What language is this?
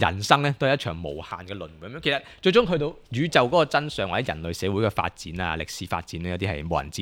Cantonese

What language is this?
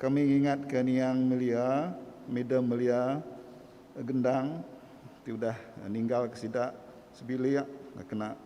Iban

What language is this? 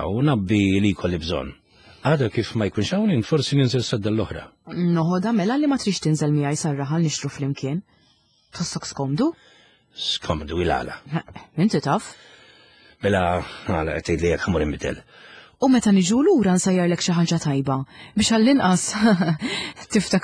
Maltese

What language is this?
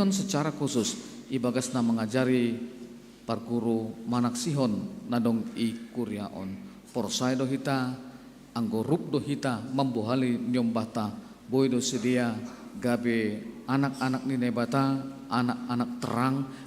Batak Simalungun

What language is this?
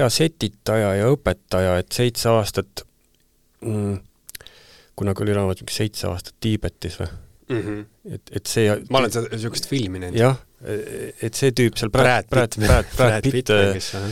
Estonian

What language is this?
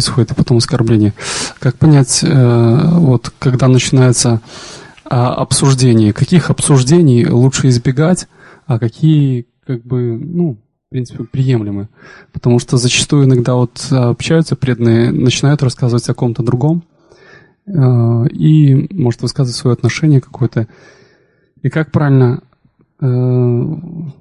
Russian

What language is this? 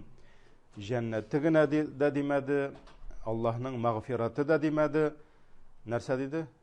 Tatar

